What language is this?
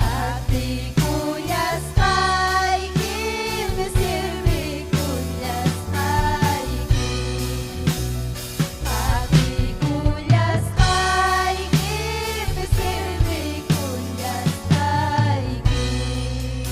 Ayacucho Quechua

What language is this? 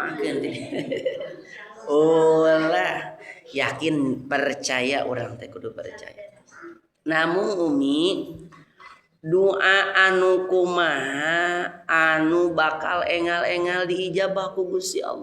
Sundanese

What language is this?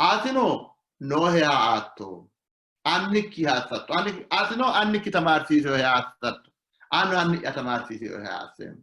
Sidamo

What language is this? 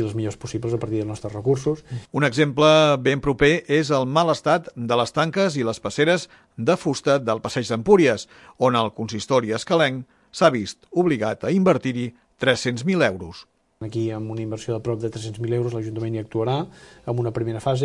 Catalan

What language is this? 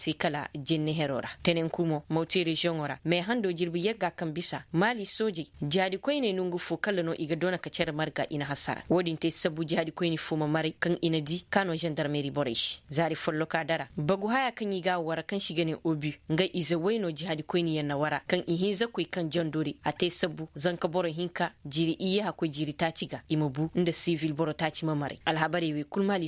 Koyraboro Senni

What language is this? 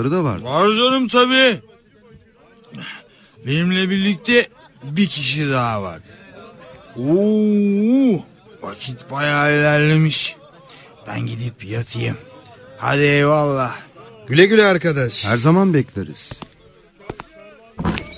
Turkish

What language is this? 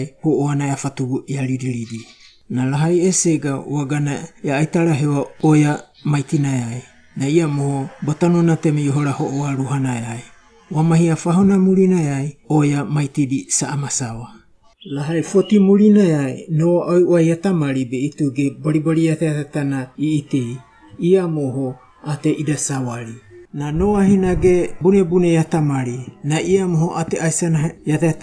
Wagawaga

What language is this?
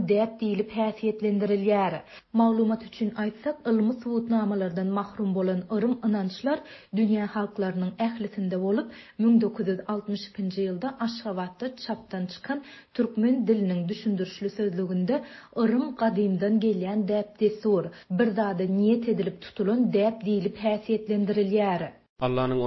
Turkmen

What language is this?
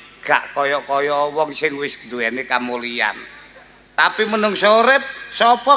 Javanese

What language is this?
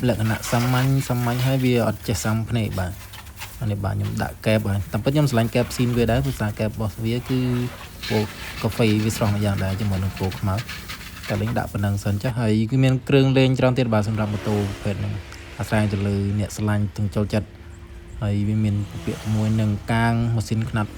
Khmer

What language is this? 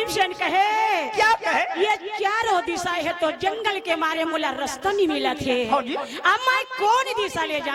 Chhattisgarhi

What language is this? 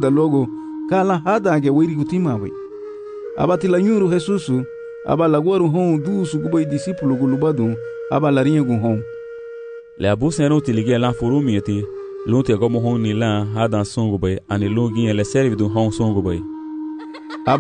Garifuna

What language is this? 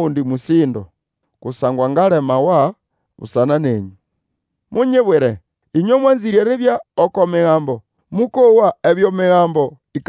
Nande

